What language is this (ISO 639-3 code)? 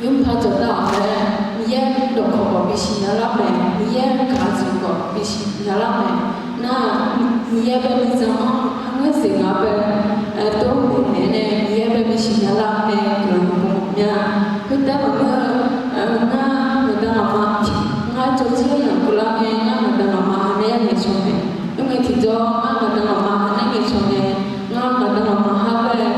ahk